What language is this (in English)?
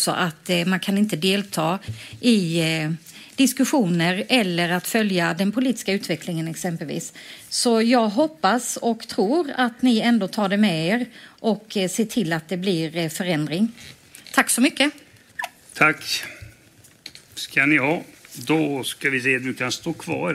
Swedish